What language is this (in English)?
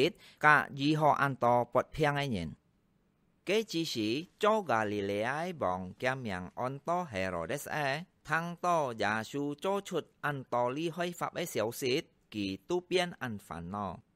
Hakka Chinese